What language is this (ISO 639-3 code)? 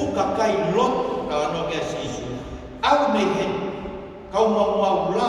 ton